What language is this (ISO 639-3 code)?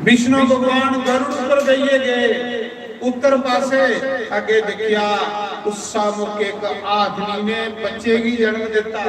doi